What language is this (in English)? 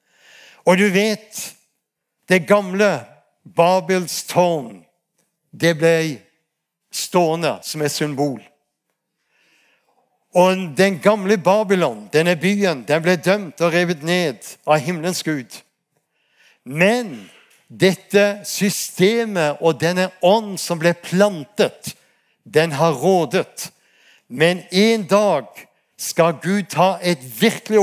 Norwegian